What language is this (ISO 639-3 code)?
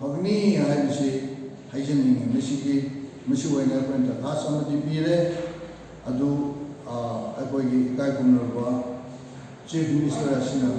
nmf